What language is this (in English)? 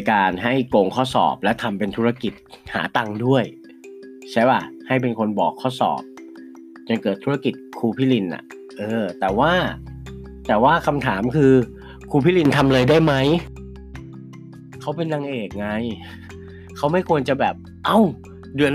Thai